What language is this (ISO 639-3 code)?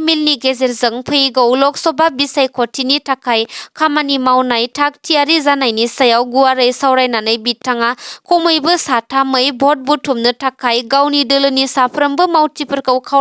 brx